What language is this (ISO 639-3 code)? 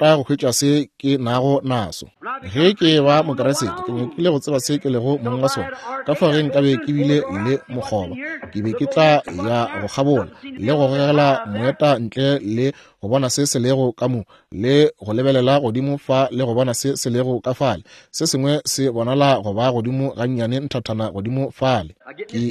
nso